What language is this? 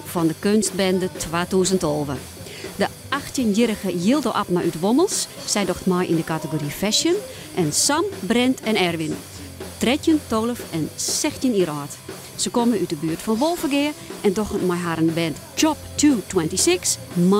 Western Frisian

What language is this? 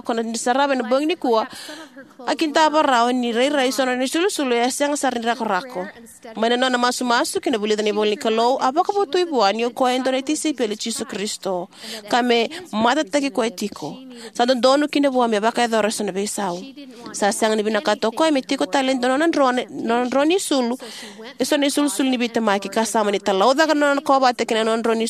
Fijian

